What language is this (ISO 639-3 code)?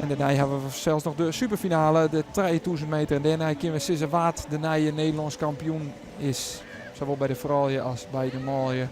fry